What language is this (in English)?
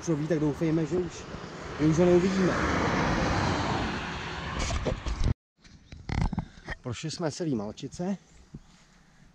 Czech